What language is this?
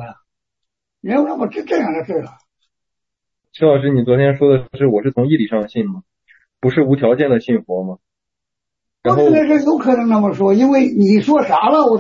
Chinese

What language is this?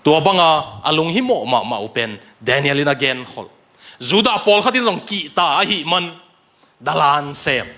Tedim Chin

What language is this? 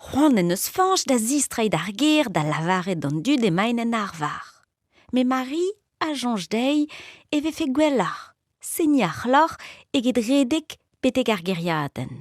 Breton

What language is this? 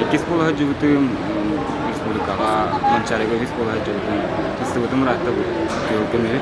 Yakut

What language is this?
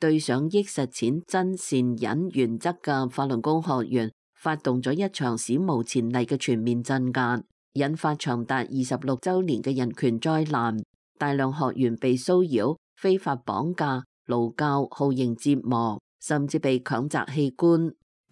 Cantonese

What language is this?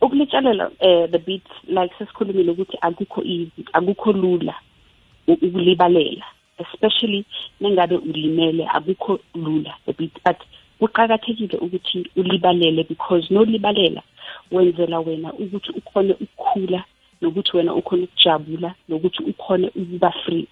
South Ndebele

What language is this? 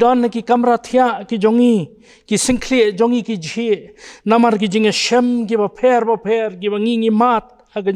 Khasi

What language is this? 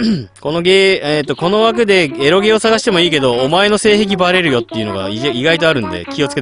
Japanese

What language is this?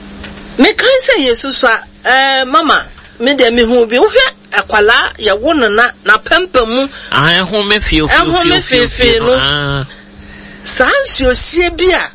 Akan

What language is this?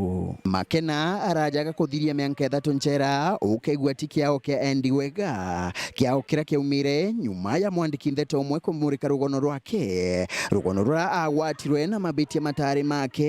Meru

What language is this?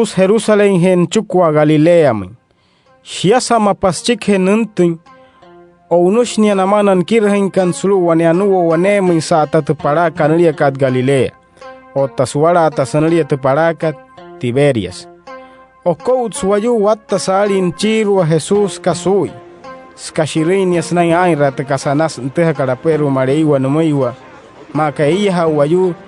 Wayuu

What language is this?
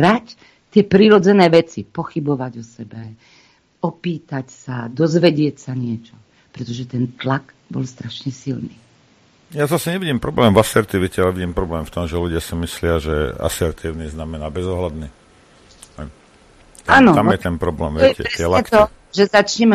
Slovak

